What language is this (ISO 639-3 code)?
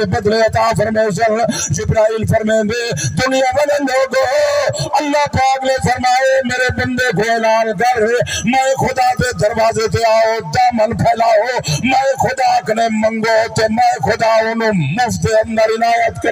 skr